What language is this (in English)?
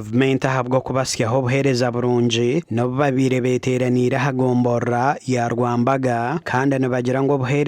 Nyankole